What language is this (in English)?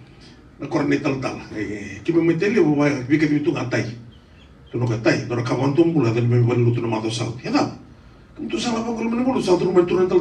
Fijian